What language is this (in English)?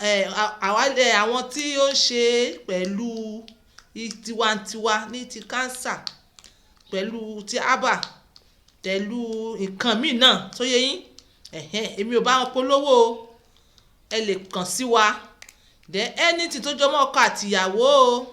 Yoruba